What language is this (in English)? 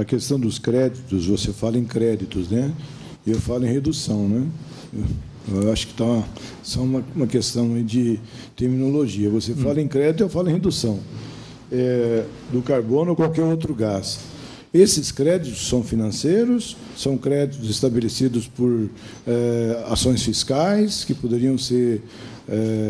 Portuguese